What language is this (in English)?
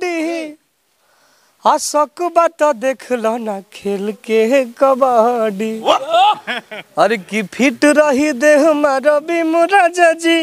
Bhojpuri